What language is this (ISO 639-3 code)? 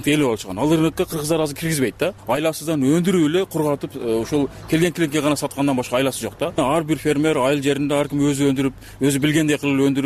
kir